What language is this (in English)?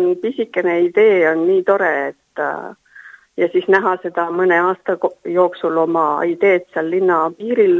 Estonian